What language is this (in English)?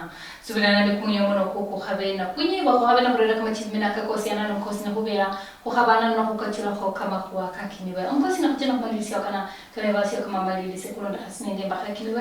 Luyia